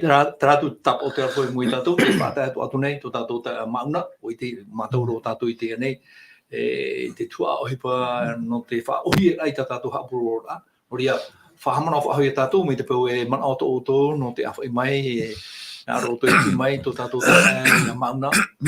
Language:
Tahitian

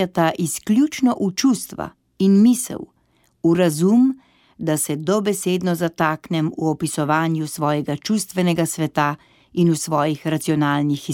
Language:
Slovenian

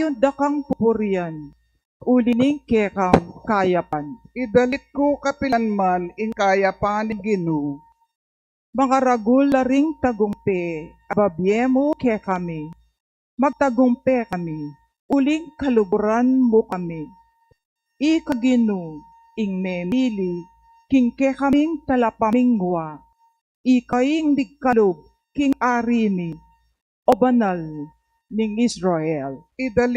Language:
Pampanga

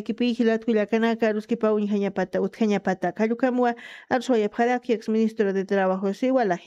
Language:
Aymara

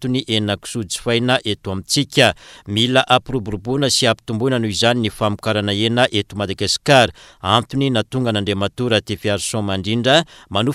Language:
Malagasy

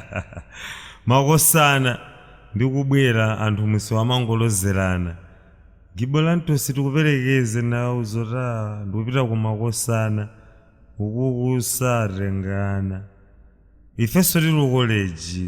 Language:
Nyanja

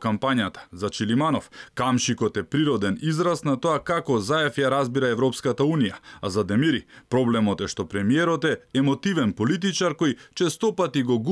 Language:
Macedonian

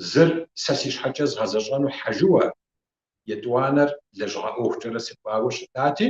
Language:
Kabardian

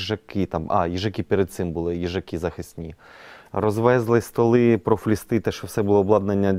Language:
Ukrainian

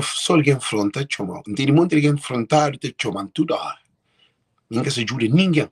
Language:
Kabuverdianu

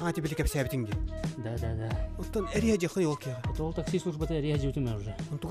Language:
Yakut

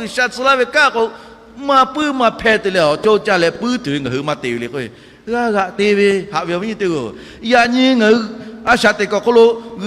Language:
Lahu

